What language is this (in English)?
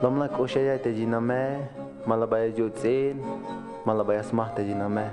Tzeltal